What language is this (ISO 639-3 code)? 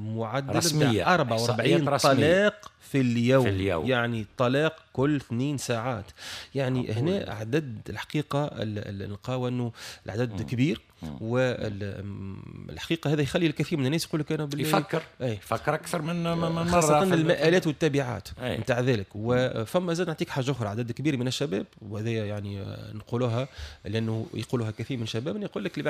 aeb